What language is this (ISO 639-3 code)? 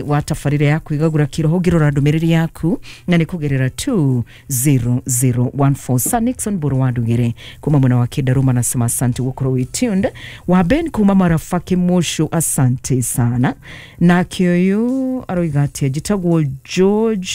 kik